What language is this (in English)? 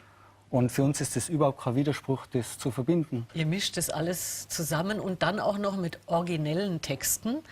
Bavarian